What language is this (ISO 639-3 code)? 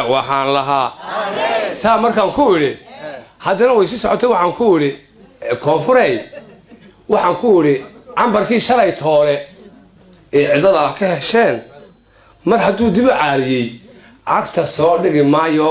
som